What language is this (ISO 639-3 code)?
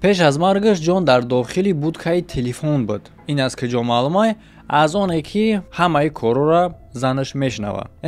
tgk